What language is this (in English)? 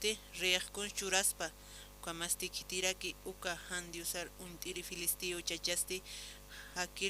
Aymara